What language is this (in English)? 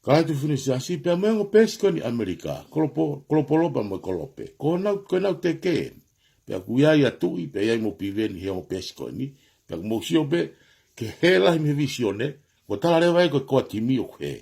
Tongan